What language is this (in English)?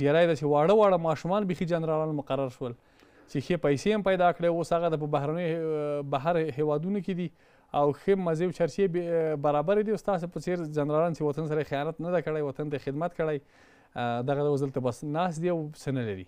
Pashto